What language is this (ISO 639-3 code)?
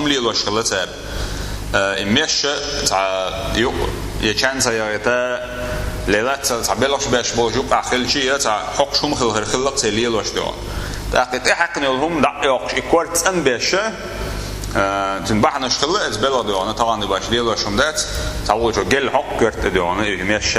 che